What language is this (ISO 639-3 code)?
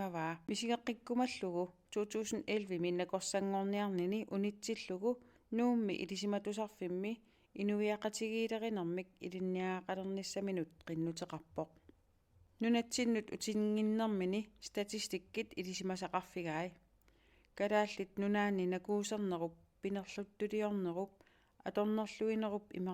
kal